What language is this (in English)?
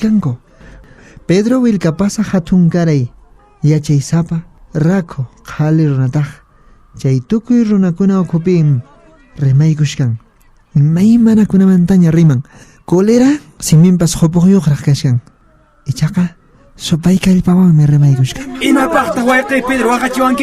Quechua